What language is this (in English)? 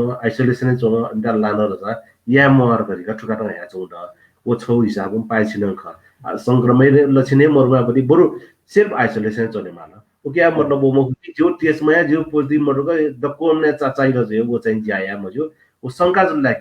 Newari